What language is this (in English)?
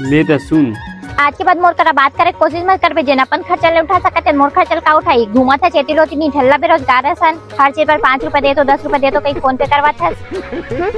Chhattisgarhi